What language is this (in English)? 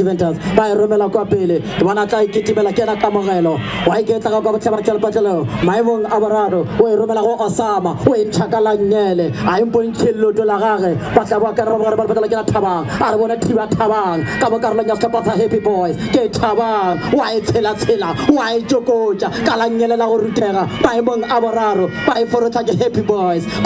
Northern Sotho